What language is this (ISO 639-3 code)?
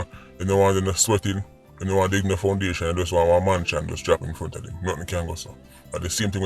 jam